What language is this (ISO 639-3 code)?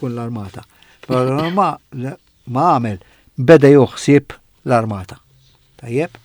mlt